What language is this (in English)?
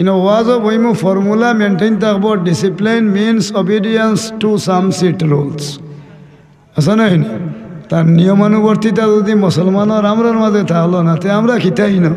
Sylheti